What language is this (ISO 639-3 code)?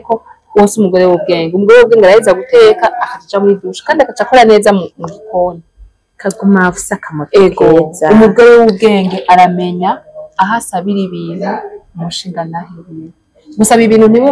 run